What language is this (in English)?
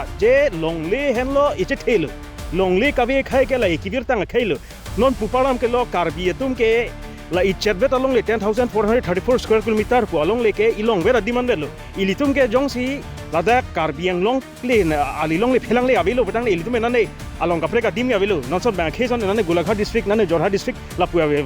Karbi